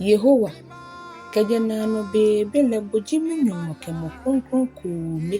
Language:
Ga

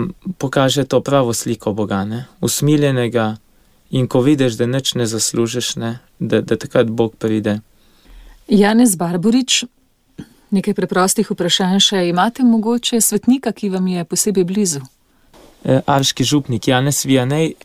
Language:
Slovenian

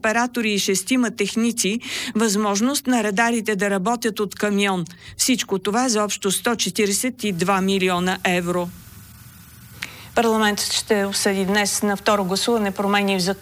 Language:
Bulgarian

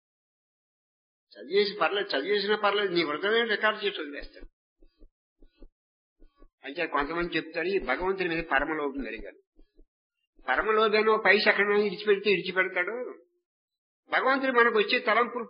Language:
Telugu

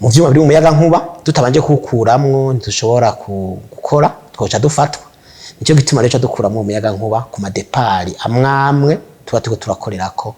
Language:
Rundi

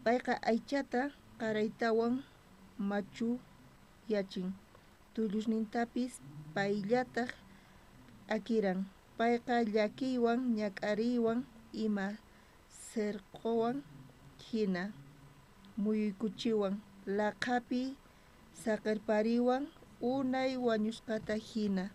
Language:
South Bolivian Quechua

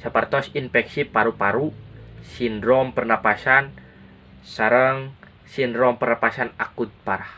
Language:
Sundanese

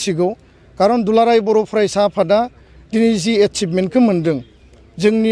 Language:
Bodo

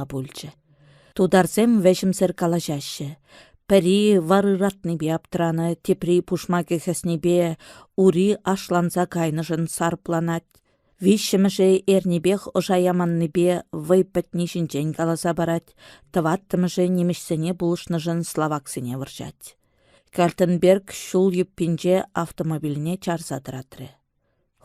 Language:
Chuvash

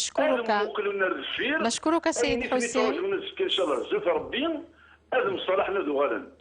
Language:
Kabyle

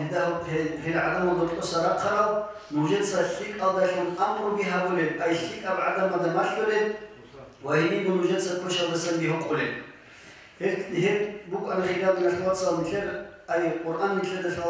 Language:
Avaric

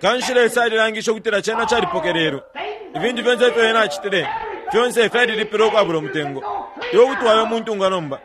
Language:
Bemba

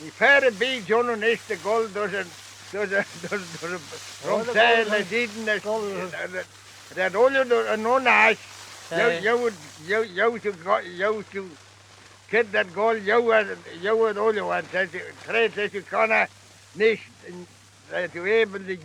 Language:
Manx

